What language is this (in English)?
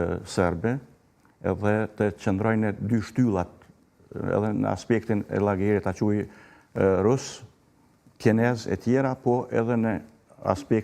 Albanian